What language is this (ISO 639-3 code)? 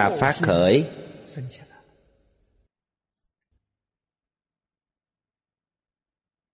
vie